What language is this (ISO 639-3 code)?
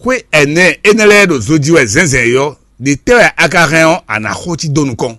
fon